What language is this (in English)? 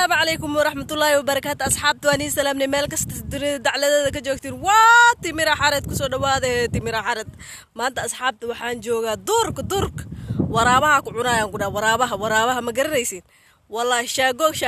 Somali